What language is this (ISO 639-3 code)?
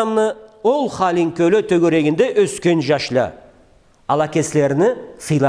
krc